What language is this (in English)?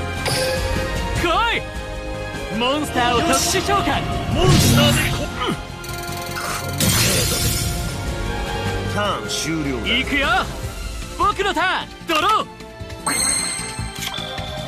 Japanese